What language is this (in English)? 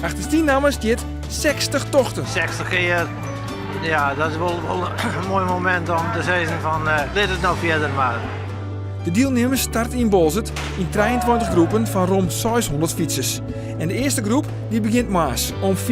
Western Frisian